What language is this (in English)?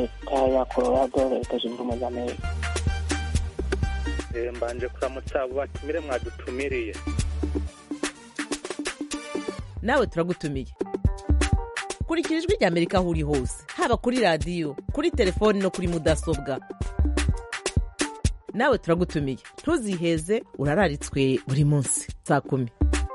Kinyarwanda